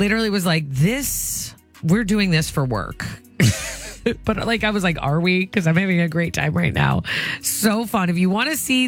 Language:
English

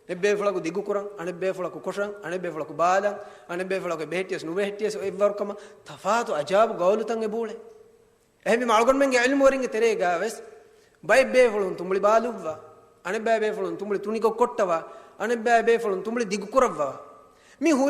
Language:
Divehi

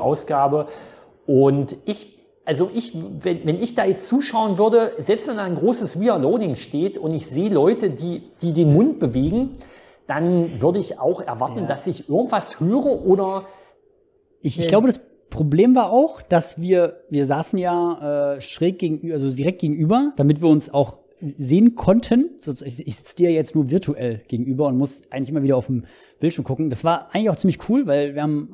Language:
German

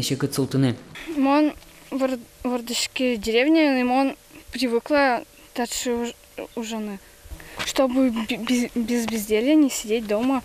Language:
Udmurt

